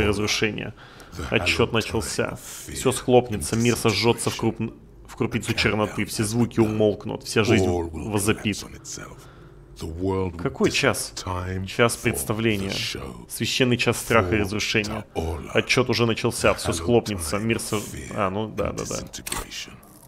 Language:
Russian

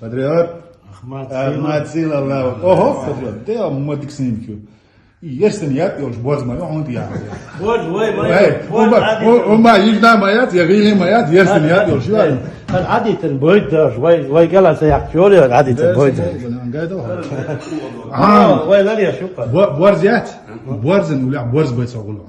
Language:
Chechen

